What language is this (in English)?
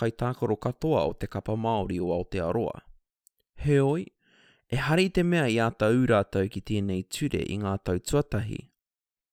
Māori